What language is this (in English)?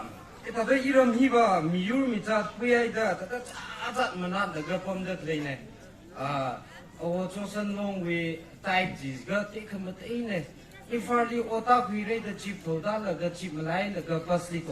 Tangkhul Naga (India)